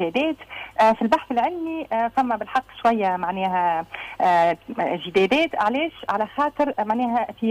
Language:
Tunisian Arabic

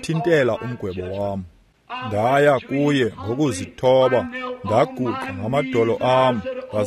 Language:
Xhosa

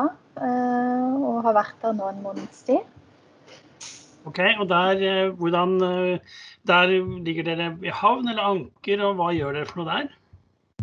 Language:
Norwegian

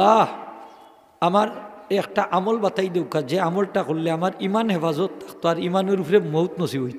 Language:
Sylheti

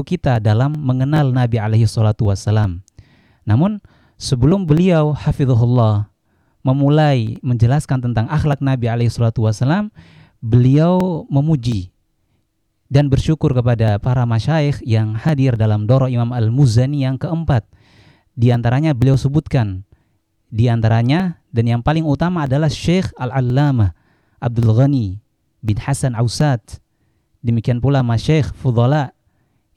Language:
Indonesian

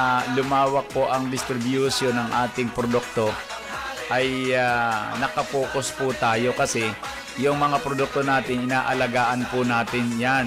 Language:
Filipino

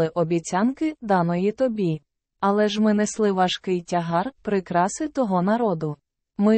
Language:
Ukrainian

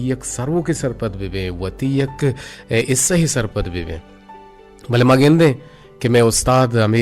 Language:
Eastern Balochi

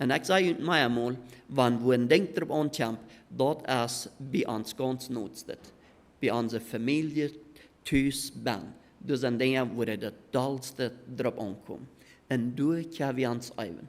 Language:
Plautdietsch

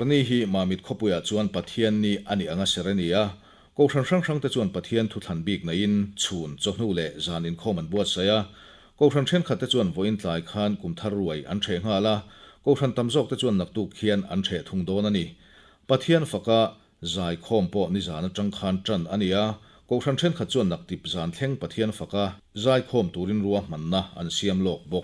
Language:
Mizo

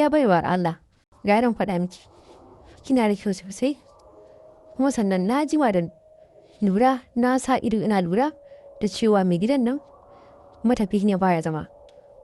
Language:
Hausa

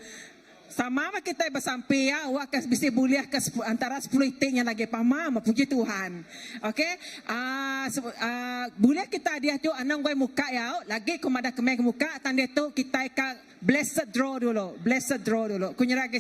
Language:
Iban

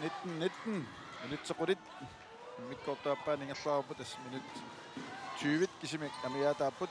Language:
Kalaallisut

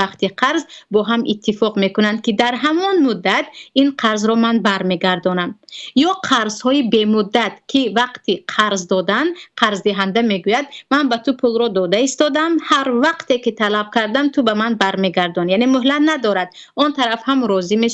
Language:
Tajik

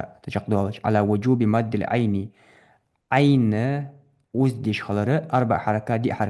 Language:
Ingush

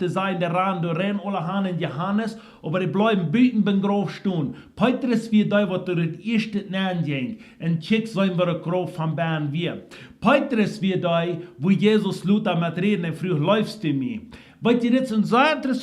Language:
Plautdietsch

